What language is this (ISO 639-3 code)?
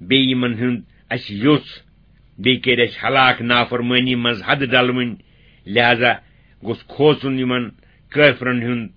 kas